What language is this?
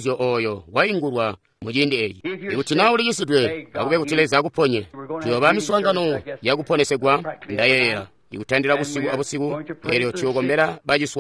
Tonga (Zambia)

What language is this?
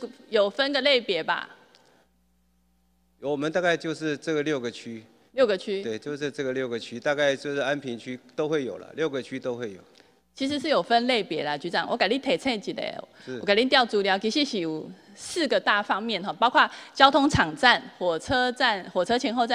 Chinese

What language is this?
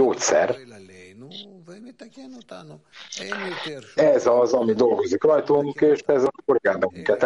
Hungarian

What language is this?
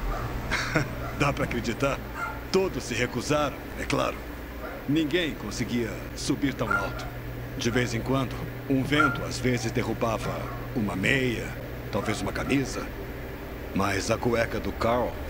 Portuguese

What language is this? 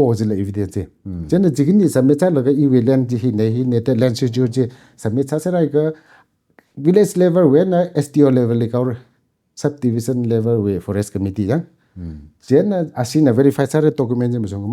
Tangkhul Naga (India)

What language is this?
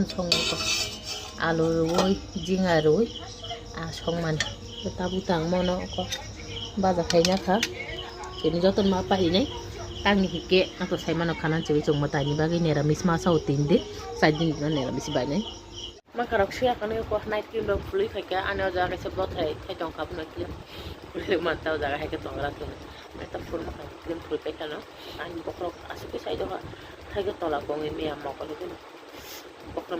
Kok Borok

